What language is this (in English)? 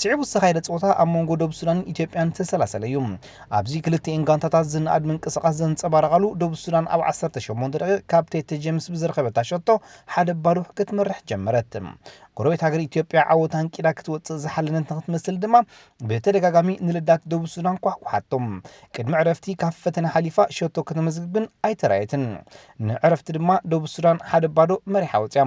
Tigrinya